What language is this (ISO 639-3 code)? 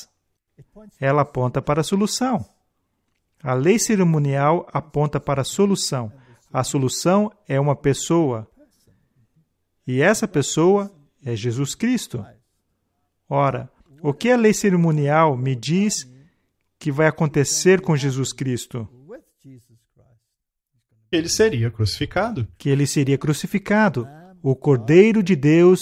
por